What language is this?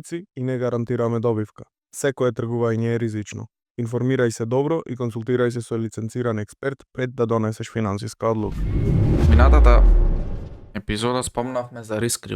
Macedonian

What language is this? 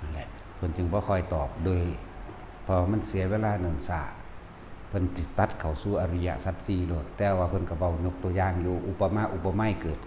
Northeastern Thai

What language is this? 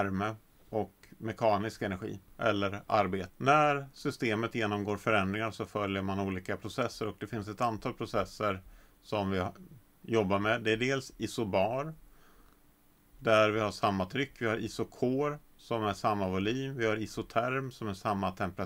Swedish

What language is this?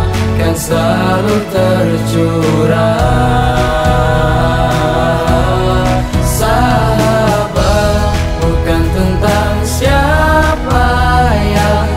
Indonesian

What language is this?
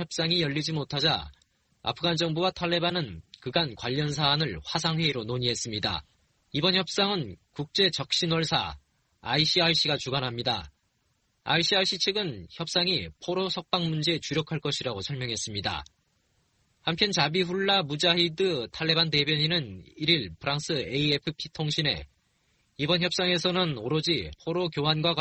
Korean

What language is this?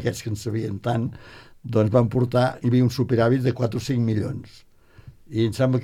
Catalan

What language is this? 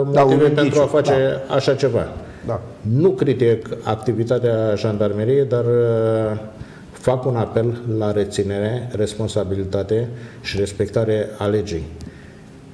Romanian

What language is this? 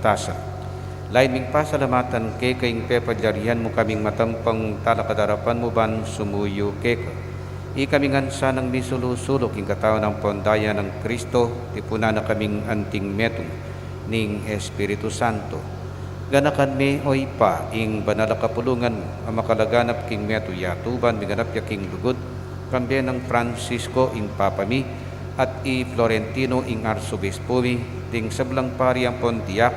Pampanga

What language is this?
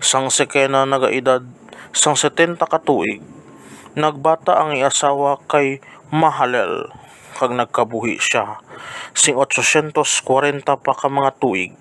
Hiligaynon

